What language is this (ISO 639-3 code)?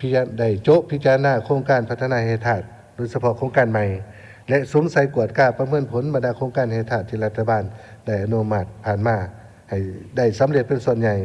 lao